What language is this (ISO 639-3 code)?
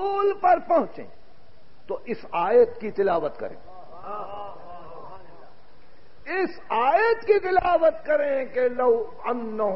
urd